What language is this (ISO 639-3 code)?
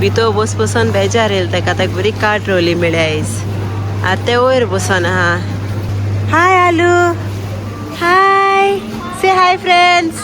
kok